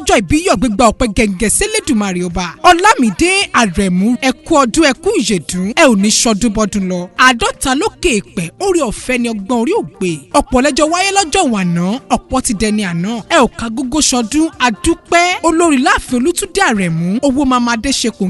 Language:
Yoruba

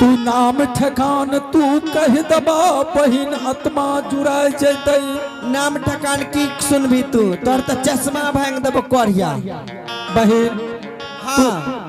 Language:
Angika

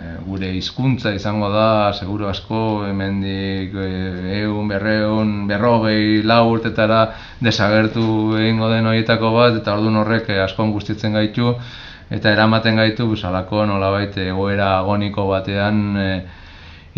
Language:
Basque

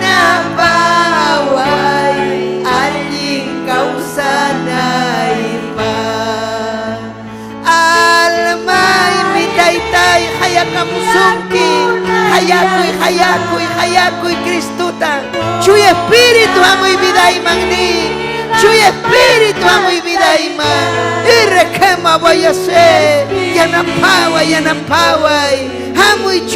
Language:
Ayacucho Quechua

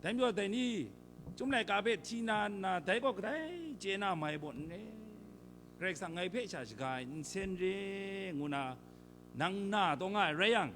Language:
Kachin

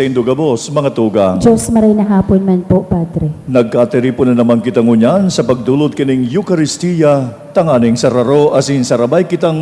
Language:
Bikol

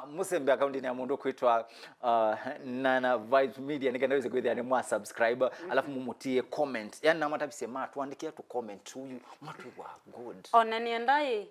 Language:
Kamba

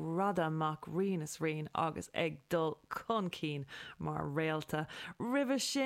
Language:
Irish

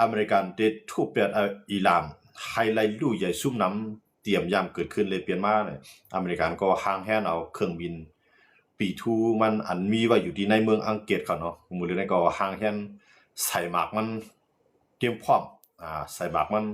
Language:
Shan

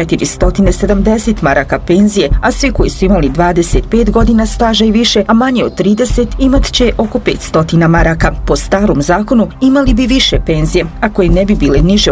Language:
Bosnian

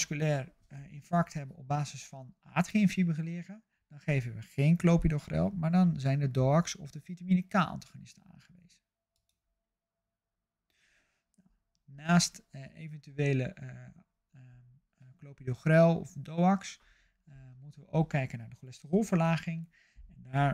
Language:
Dutch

